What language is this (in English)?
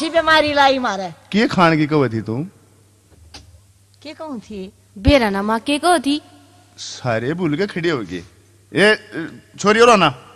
Haryanvi